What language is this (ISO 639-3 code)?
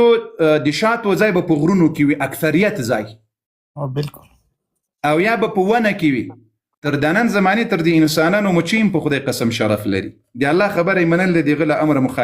pus